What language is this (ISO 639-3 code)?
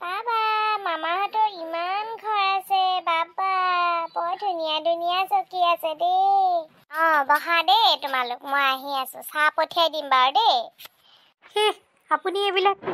asm